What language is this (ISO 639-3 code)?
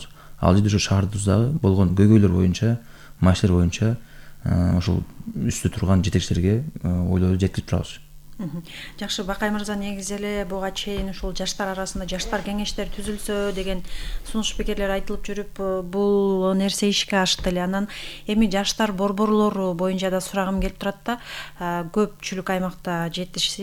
kir